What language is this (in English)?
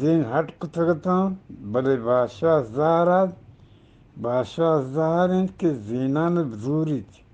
Eastern Balochi